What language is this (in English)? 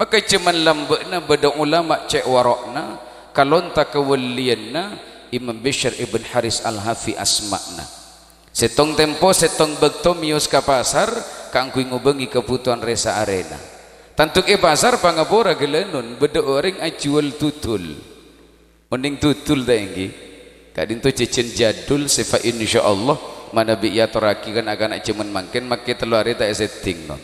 Madurese